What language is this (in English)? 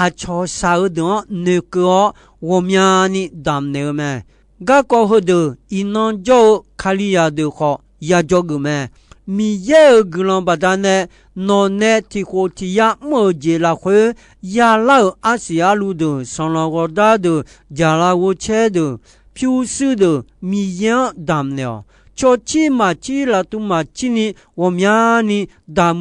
Akha